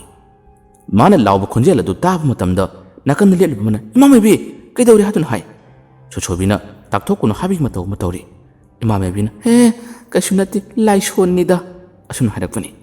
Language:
Manipuri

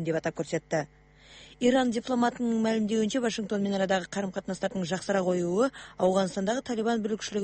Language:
Kazakh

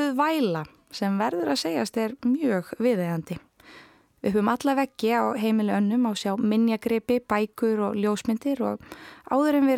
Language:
Icelandic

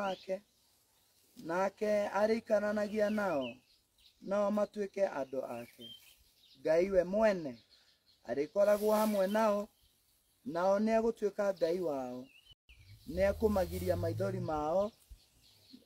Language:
Kikuyu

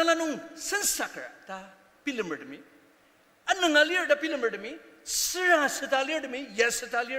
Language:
Ao Naga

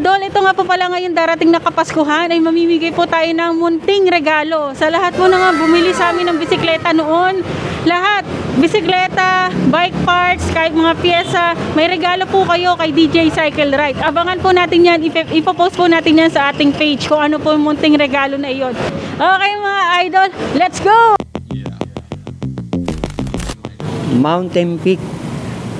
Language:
Filipino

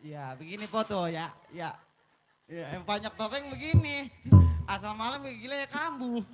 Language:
Betawi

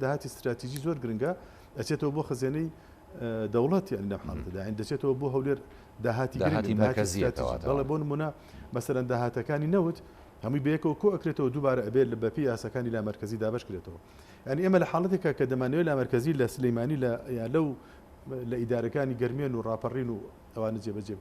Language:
Central Kurdish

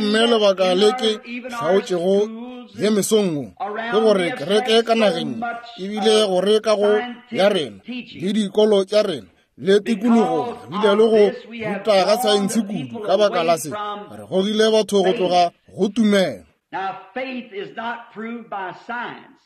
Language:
Northern Sotho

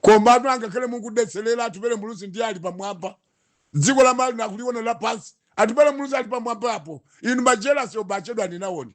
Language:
Nyanja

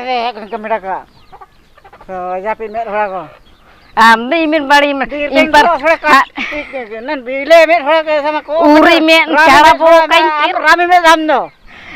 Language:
Ho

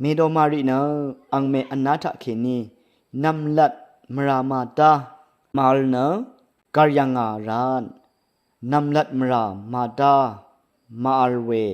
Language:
Rawang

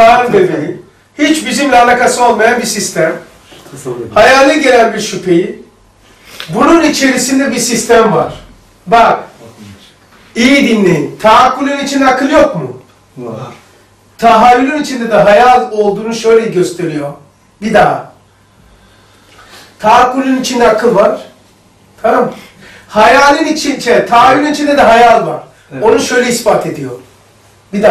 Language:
Turkish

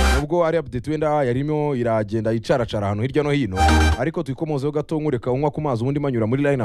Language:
Kinyarwanda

